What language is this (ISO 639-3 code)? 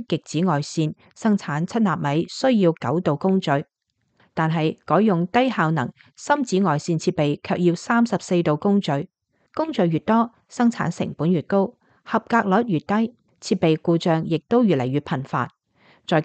yue